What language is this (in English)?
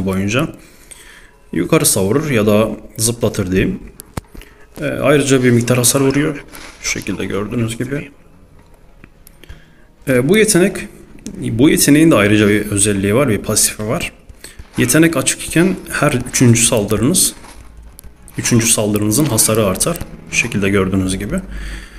Turkish